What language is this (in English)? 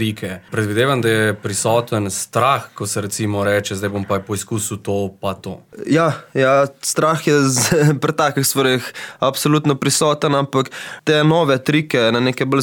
Slovenian